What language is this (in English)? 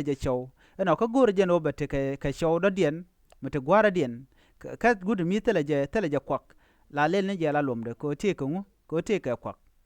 Nuer